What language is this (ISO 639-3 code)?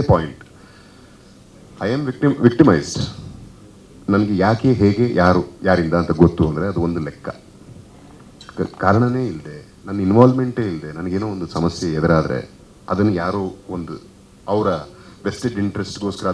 kan